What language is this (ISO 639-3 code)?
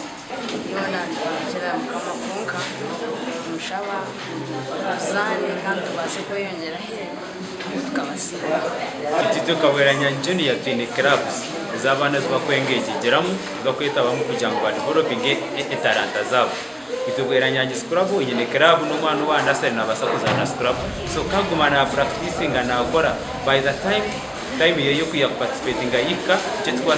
nyn